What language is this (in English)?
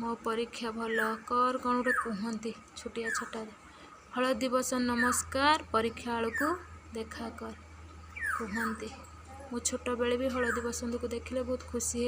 Odia